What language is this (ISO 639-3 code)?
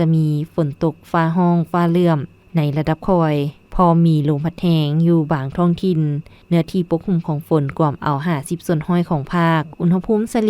lao